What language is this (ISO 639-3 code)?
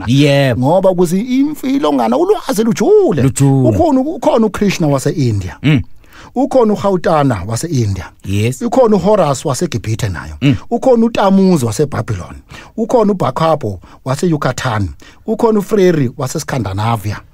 zul